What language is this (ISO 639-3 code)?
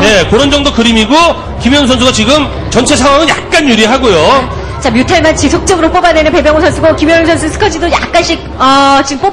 kor